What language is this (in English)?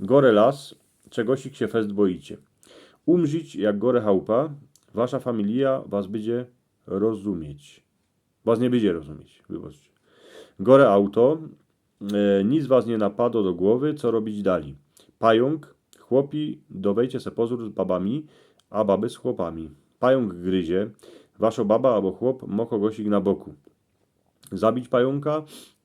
Silesian